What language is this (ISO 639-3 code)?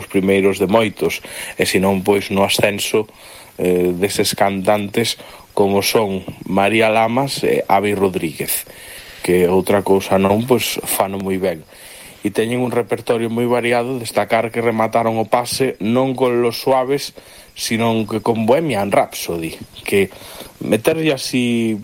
glg